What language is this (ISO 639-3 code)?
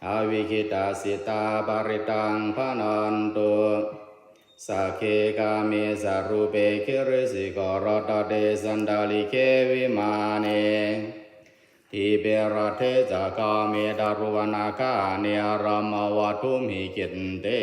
pli